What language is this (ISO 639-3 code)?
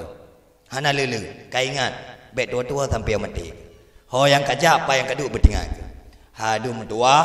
ace